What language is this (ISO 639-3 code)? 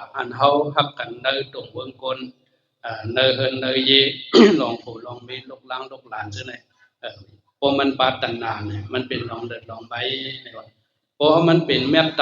shn